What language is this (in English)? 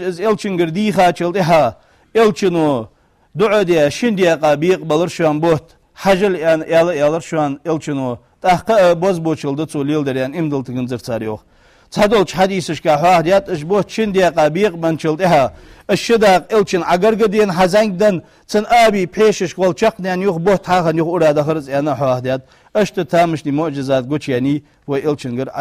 Ingush